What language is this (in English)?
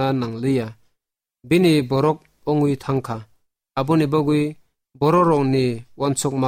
Kok Borok